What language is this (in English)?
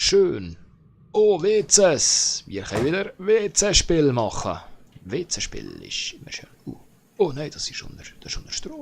Swiss German